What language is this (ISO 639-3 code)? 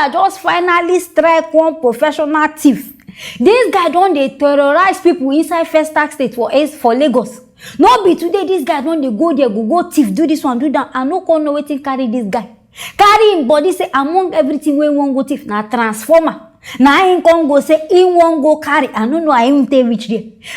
pcm